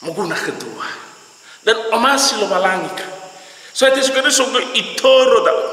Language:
Nias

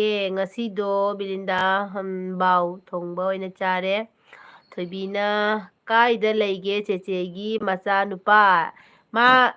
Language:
Manipuri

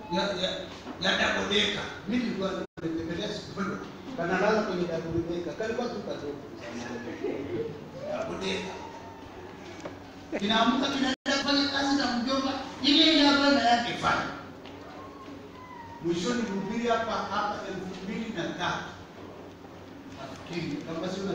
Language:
Swahili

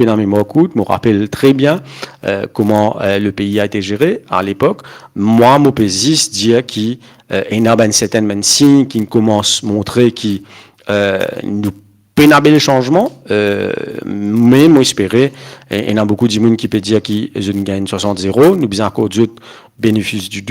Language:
Morisyen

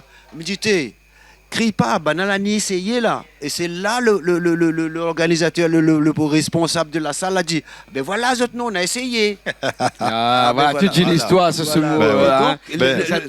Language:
Réunion Creole French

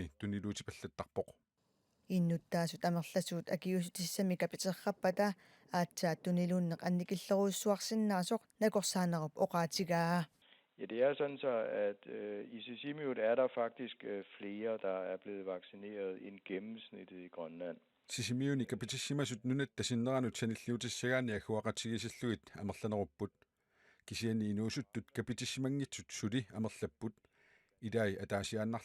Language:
Kalaallisut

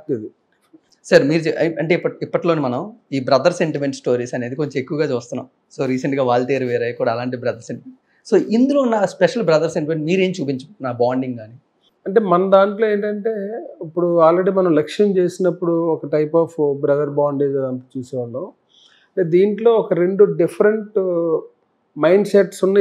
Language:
Telugu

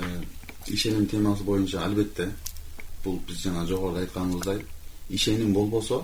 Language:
Kyrgyz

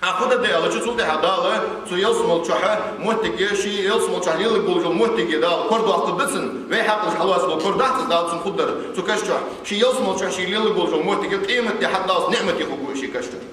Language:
Ingush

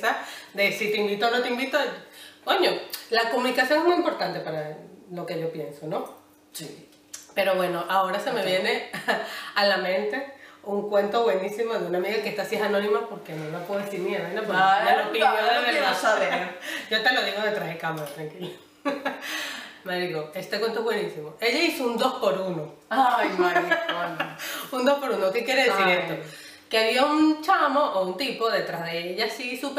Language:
Spanish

